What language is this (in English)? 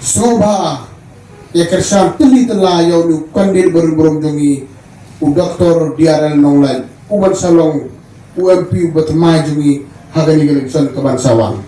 Khasi